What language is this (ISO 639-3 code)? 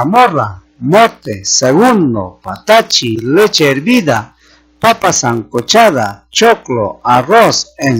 quy